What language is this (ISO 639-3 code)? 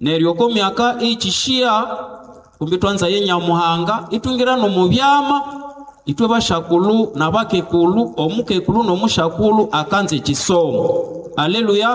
nnb